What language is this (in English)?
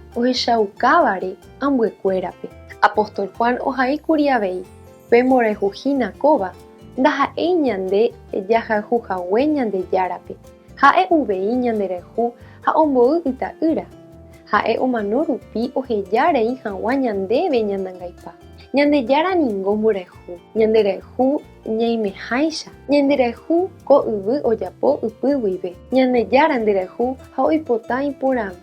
Guarani